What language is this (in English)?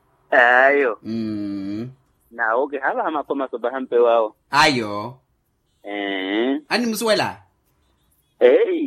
Makhuwa